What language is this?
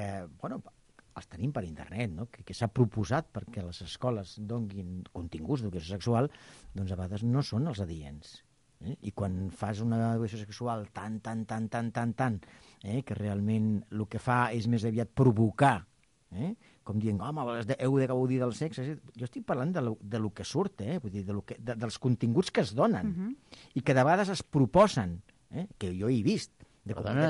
Catalan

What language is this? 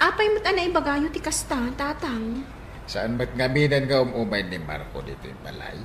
Iloko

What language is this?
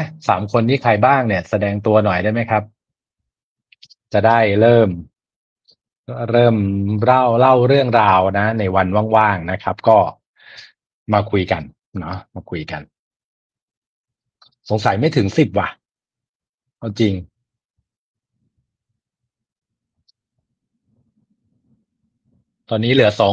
Thai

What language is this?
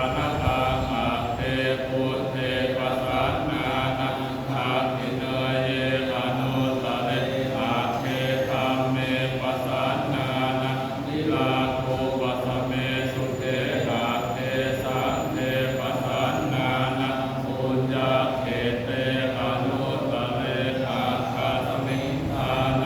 Pali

